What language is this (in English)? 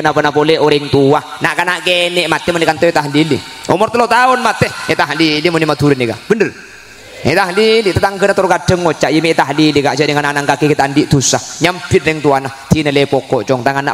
Madurese